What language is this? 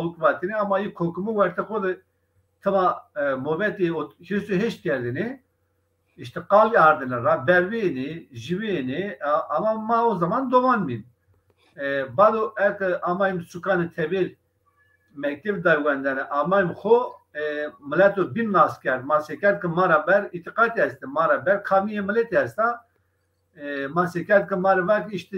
Zaza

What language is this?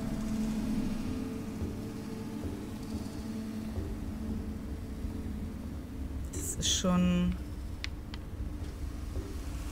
German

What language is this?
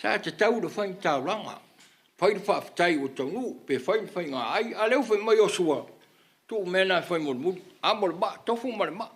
Samoan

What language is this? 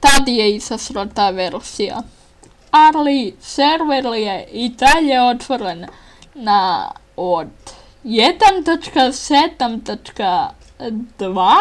Bosnian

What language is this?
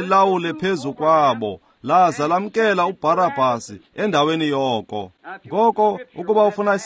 Xhosa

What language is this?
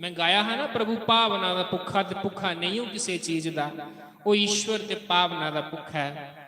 Dogri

